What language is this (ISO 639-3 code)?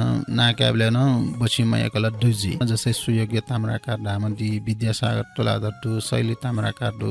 new